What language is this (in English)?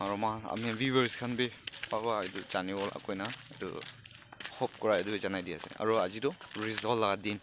Naga Pidgin